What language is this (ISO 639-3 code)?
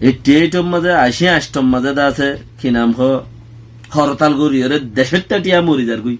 rhg